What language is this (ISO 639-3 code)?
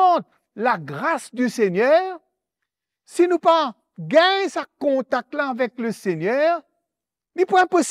mfe